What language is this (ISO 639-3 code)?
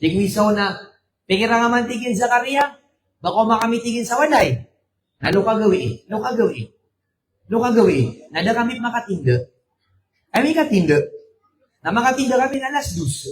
mrw